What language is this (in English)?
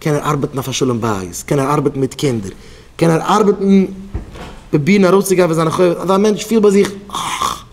Yiddish